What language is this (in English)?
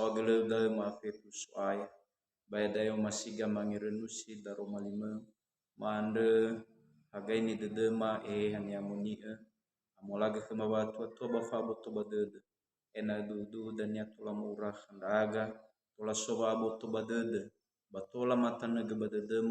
Nias